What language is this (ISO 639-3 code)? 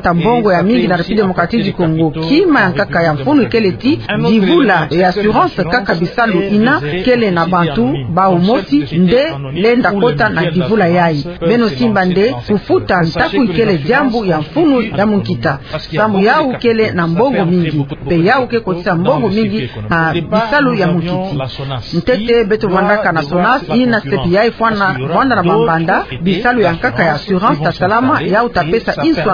ktu